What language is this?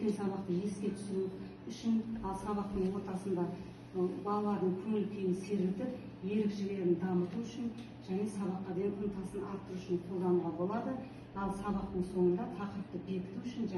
Kazakh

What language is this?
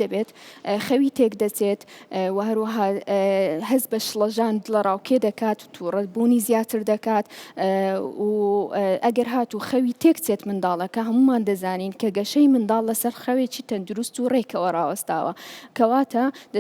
Central Kurdish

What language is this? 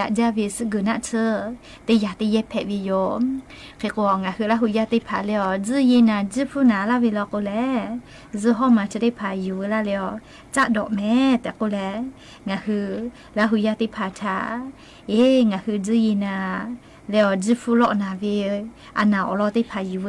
Lahu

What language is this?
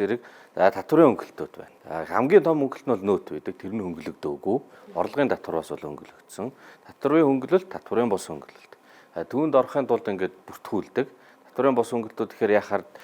Mongolian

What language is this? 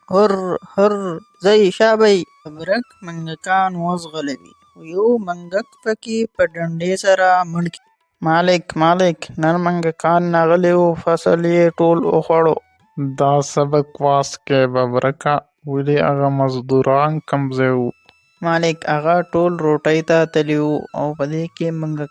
Pashto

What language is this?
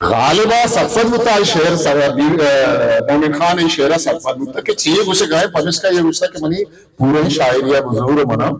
Baluchi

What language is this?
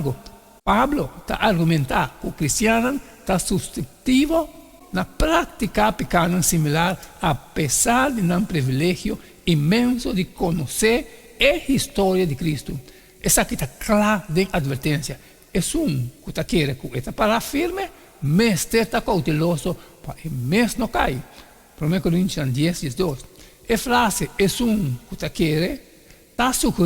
Papiamento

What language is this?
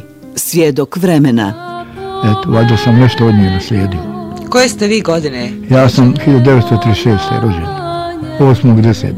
Bosnian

